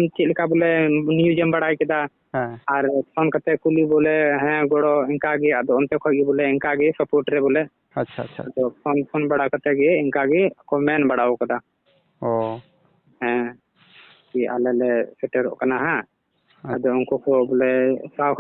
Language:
Santali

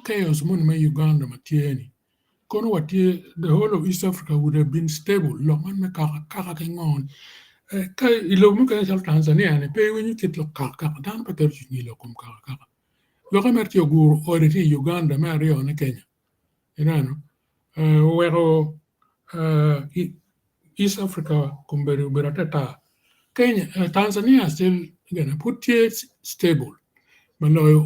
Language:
Acoli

